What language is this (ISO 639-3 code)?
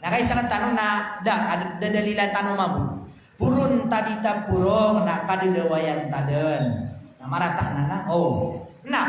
mrw